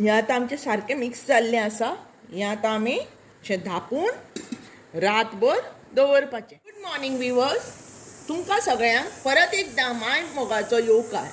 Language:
Konkani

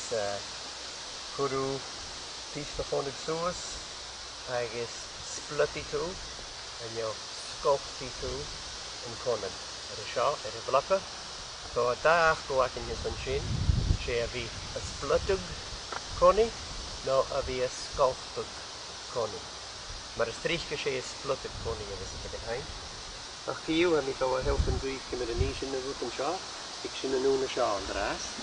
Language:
Scottish Gaelic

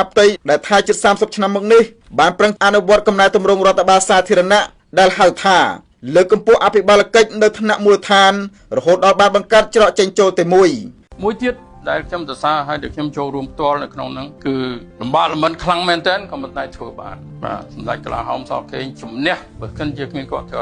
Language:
Khmer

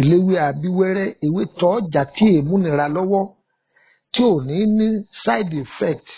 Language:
Yoruba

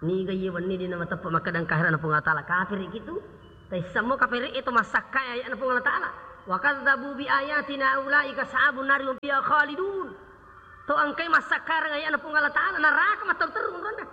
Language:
Buginese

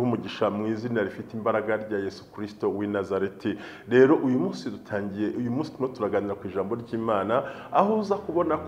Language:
Kinyarwanda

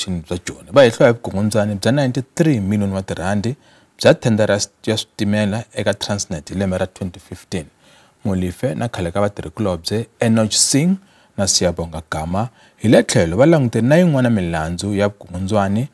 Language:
Tsonga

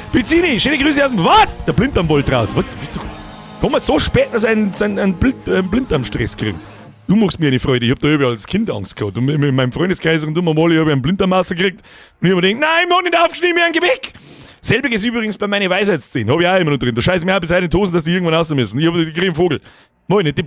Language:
Bavarian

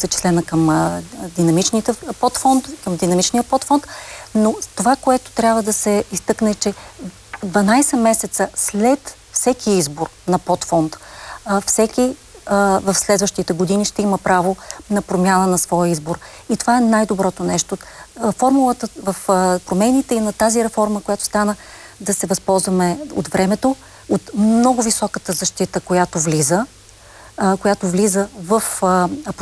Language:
Bulgarian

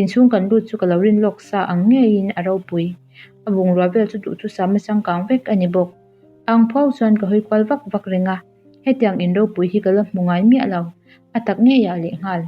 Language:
Mizo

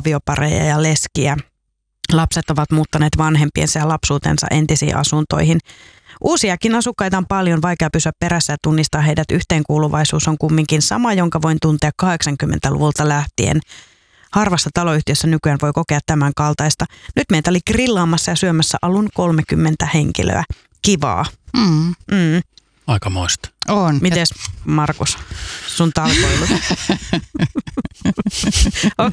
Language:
Finnish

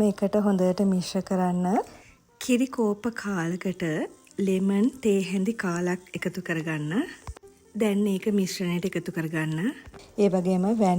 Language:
Sinhala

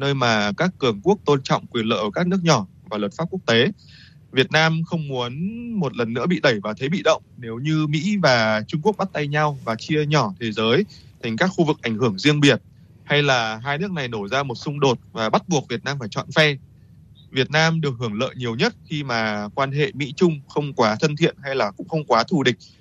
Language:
Vietnamese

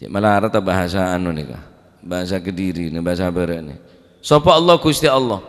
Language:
Madurese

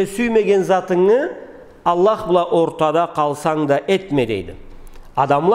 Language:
Karachay-Balkar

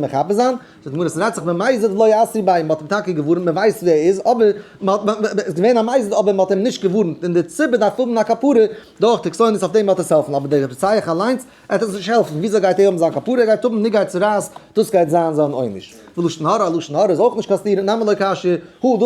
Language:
Yiddish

